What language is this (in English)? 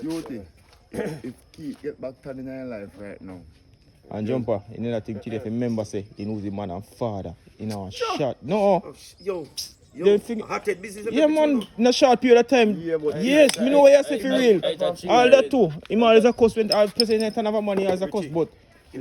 Jamaican Creole English